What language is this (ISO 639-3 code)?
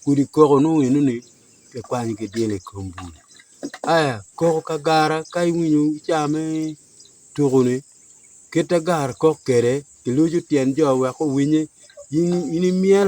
ach